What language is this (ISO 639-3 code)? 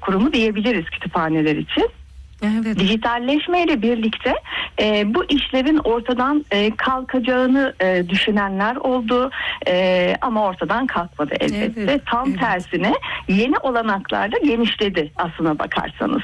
tur